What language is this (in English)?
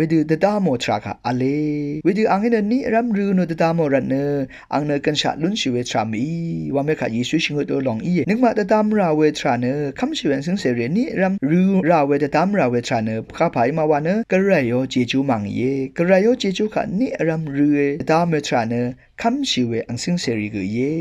Rawang